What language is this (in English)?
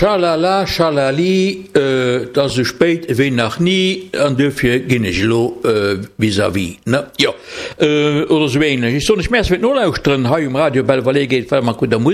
Luxembourgish